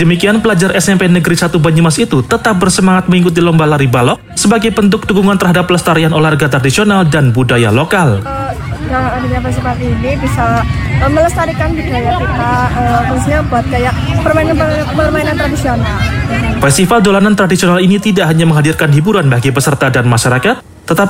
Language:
Indonesian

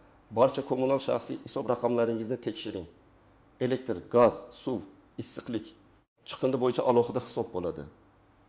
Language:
Uzbek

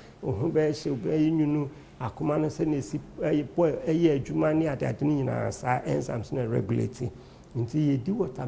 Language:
Akan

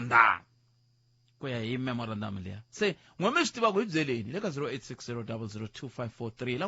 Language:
Tsonga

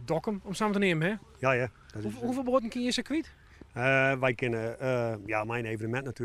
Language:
Western Frisian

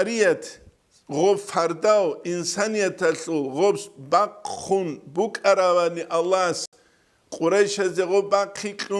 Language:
Avaric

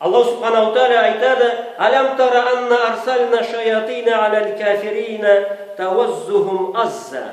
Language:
Karachay-Balkar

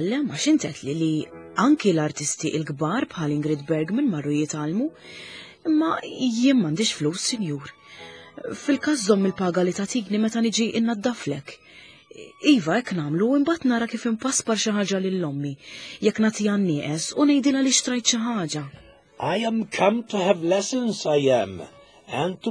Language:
Maltese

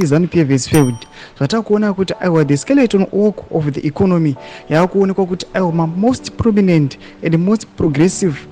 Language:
Shona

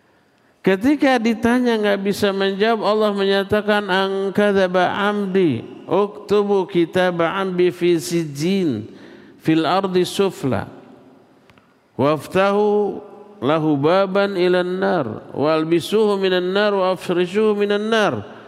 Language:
Indonesian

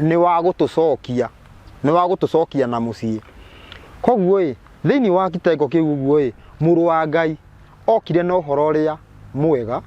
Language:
Kikuyu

